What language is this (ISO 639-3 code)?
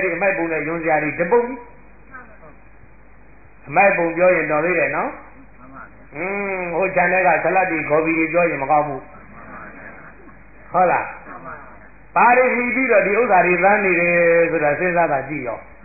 mya